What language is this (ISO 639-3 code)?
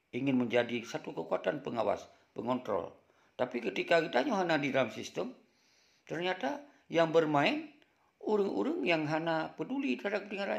ace